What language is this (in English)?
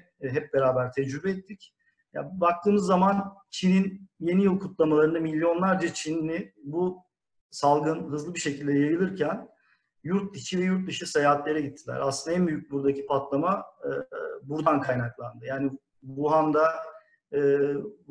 Turkish